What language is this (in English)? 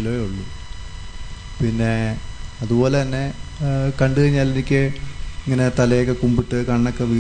Malayalam